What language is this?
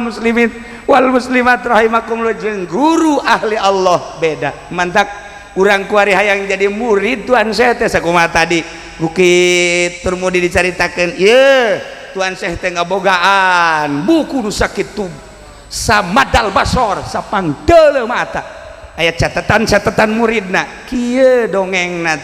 Sundanese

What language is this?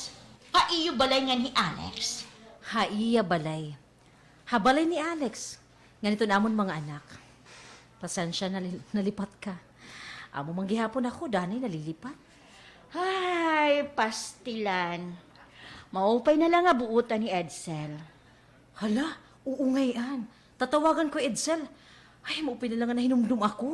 Waray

